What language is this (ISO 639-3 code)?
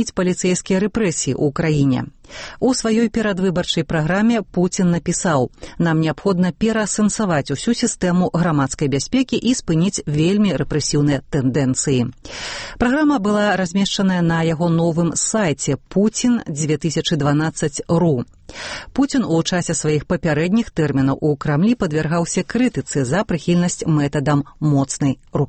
bel